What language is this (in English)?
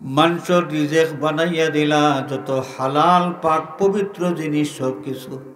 Sylheti